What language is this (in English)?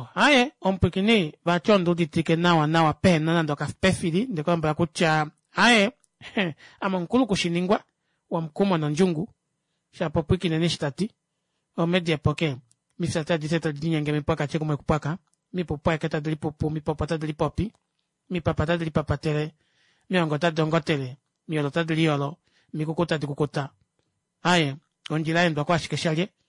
Kuanyama